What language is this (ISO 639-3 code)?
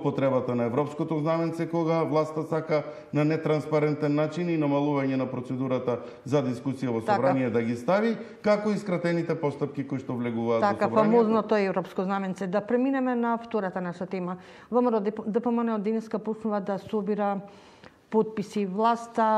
mkd